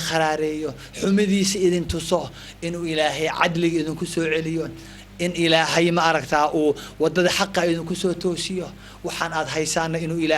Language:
Somali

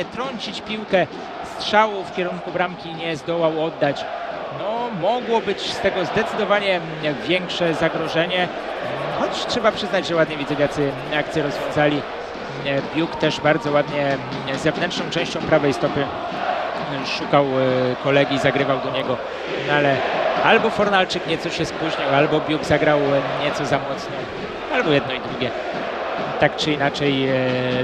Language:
Polish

